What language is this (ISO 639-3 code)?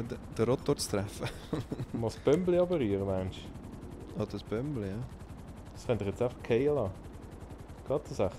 gsw